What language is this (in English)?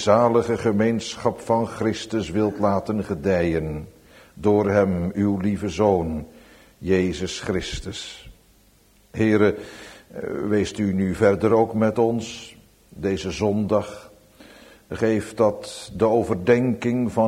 Dutch